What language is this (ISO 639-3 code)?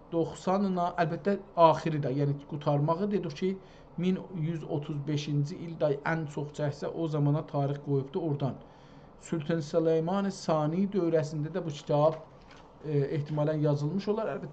azb